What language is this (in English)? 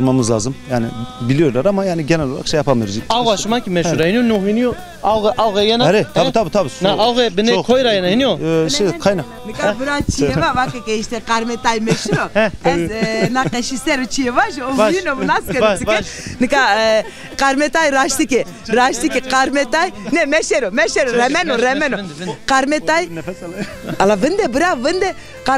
Zaza